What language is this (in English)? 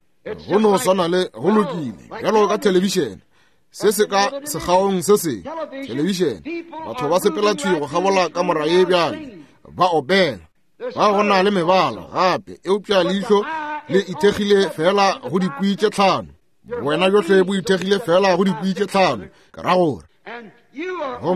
Northern Sotho